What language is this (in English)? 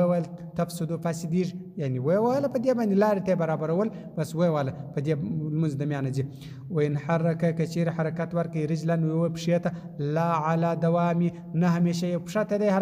Pashto